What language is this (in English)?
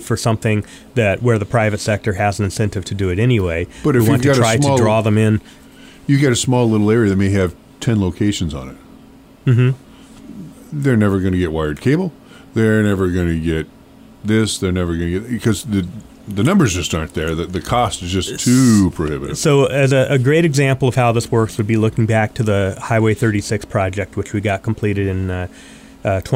English